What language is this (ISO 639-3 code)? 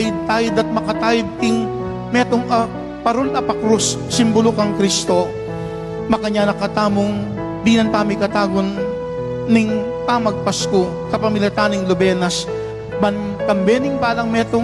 pam